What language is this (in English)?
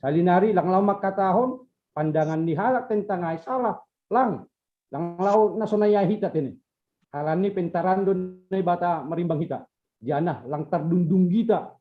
Batak Simalungun